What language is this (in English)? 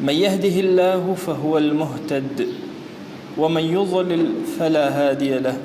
Central Kurdish